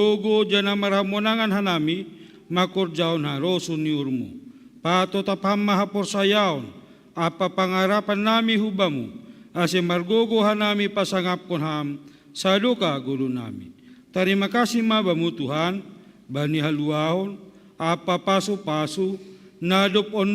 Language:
Batak Simalungun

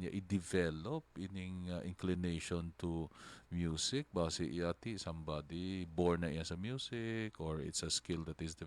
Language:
Hiligaynon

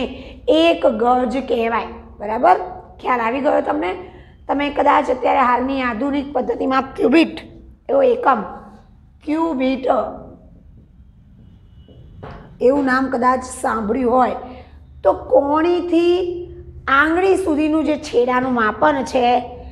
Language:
Gujarati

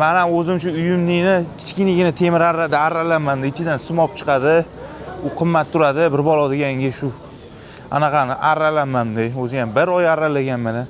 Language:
Uzbek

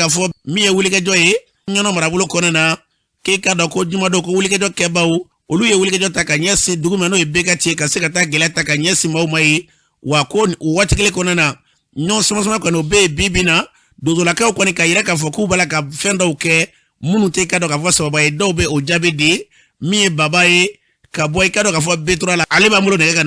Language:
Bambara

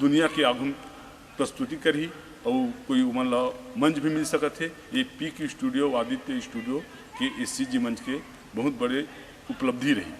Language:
Chhattisgarhi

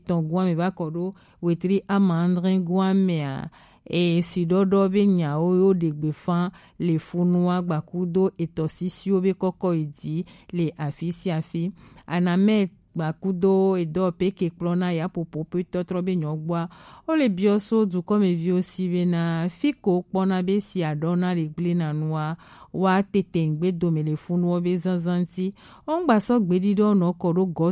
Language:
Gen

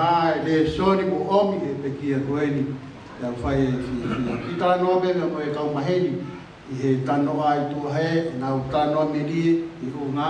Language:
Tongan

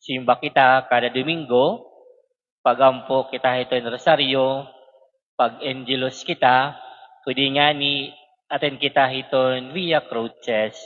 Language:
Waray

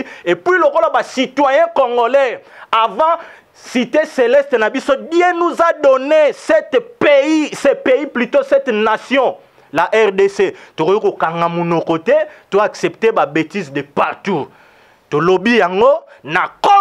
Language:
Lingala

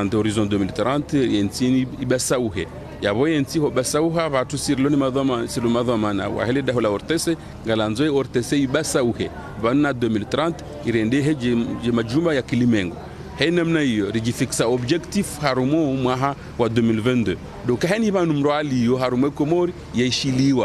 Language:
Ngazidja Comorian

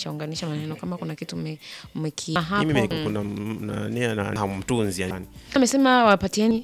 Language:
Swahili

